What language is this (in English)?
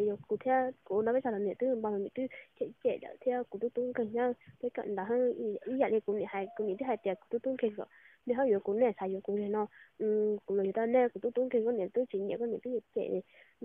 Hmong